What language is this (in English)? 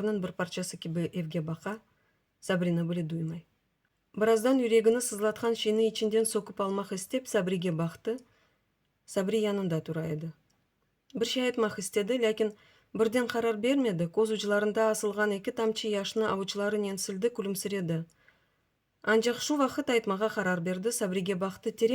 Crimean Tatar